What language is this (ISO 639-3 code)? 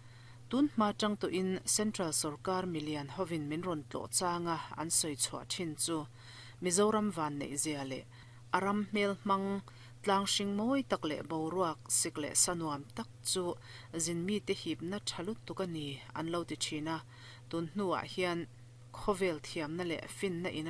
lus